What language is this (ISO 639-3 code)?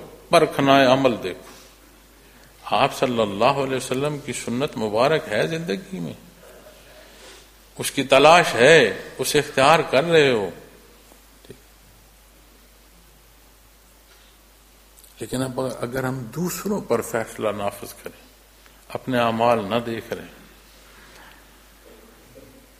urd